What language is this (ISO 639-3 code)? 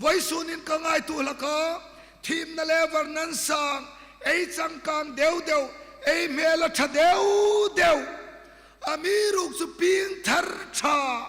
hmr